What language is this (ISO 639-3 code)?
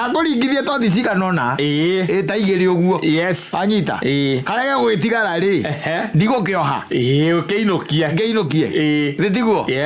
kik